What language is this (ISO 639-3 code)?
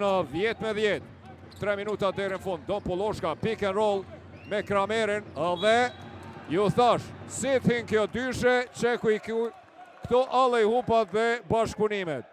sqi